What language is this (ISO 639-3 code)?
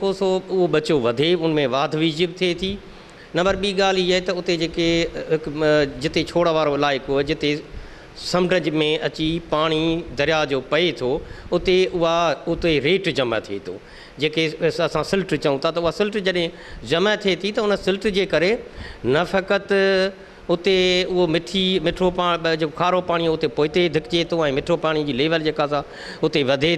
snd